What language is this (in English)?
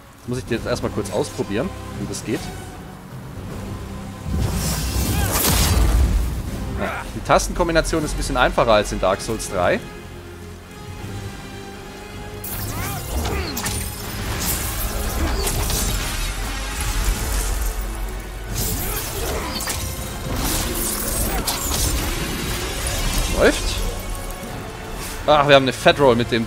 German